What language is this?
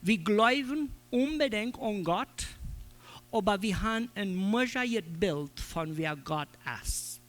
Plautdietsch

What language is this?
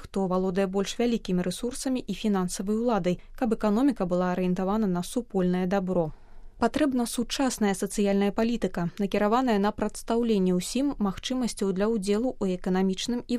Belarusian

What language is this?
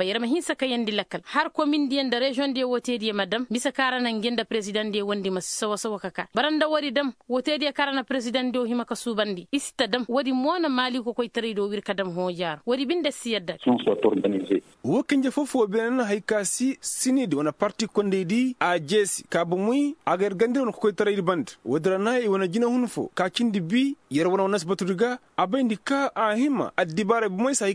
Koyraboro Senni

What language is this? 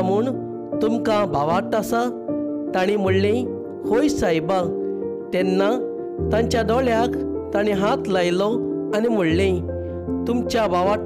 Konkani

